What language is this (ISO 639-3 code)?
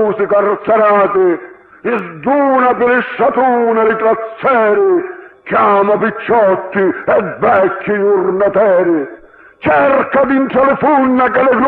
scn